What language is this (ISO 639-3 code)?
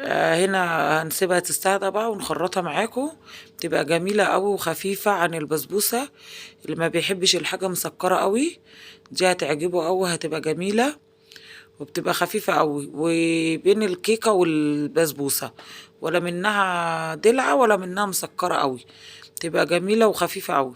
arz